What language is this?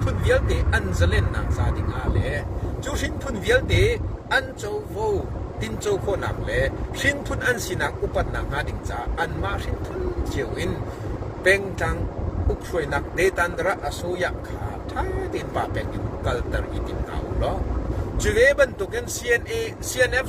Hakha Chin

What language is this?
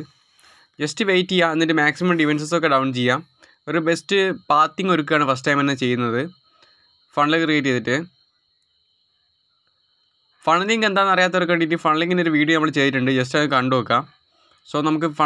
Malayalam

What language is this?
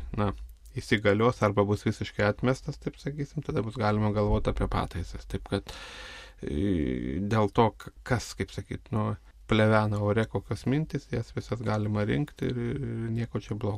Lithuanian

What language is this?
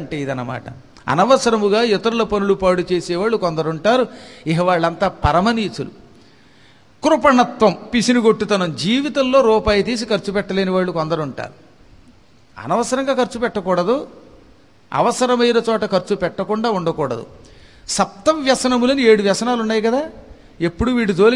Telugu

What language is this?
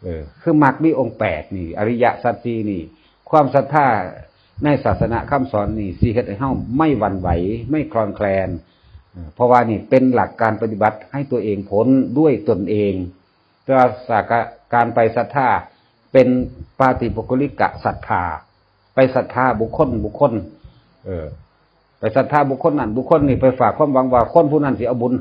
Northeastern Thai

